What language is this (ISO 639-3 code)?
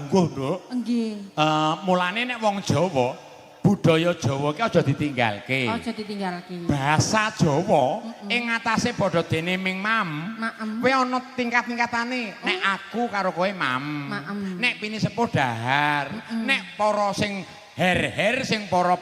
jav